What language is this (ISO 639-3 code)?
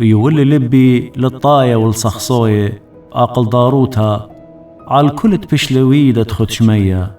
aii